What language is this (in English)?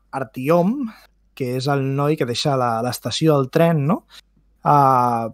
Catalan